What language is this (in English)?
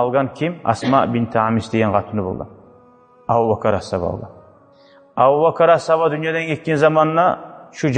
Kumyk